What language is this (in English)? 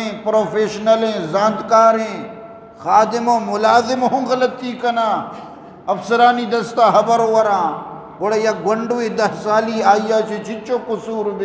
Eastern Balochi